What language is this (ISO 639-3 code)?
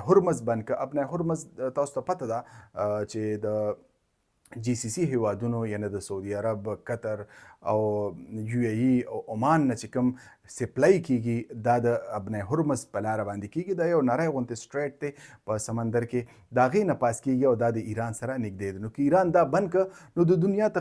pus